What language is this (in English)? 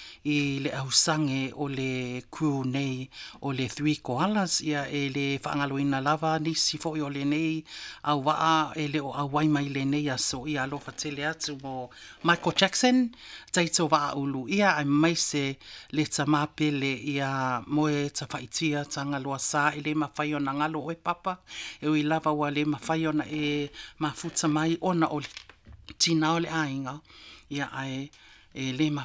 Samoan